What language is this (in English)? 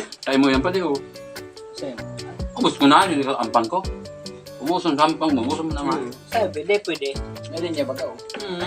Bikol